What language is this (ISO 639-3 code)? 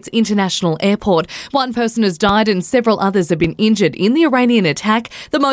eng